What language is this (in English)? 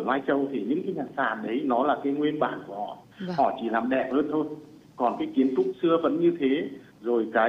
Vietnamese